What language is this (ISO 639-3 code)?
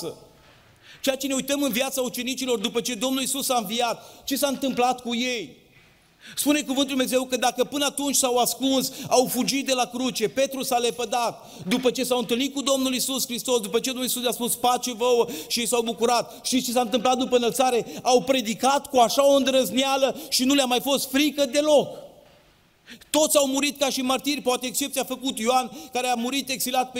ron